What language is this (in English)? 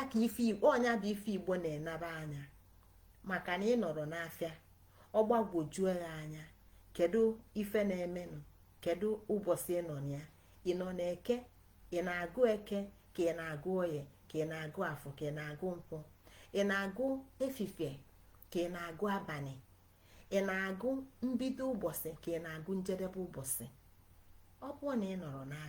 Igbo